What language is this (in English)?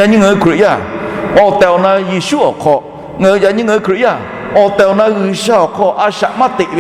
Lahu